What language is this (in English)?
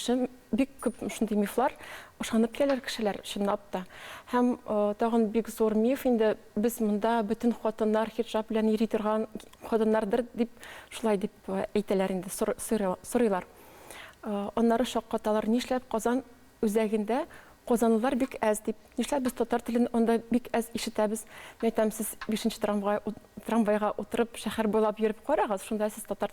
Tatar